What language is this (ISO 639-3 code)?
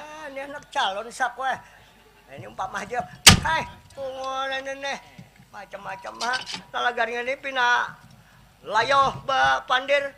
bjn